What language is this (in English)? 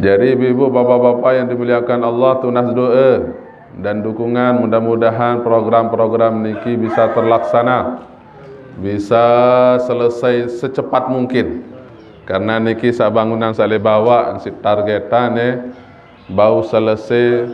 Sasak